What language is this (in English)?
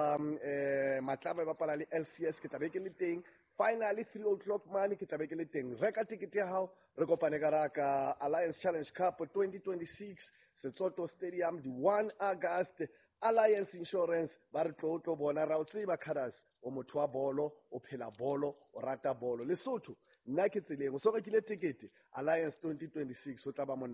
Southern Sotho